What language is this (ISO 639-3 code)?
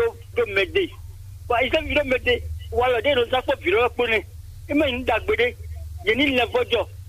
fon